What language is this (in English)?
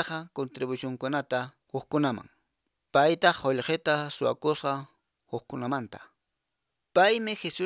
Quechua